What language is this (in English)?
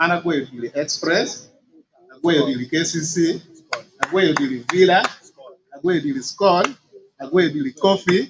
Acoli